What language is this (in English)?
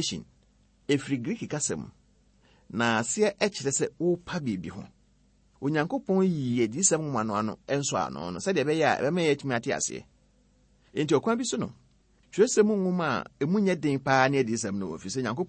Akan